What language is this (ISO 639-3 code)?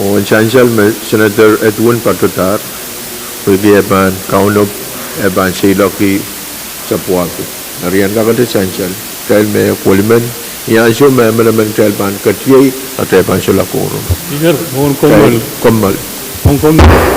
pon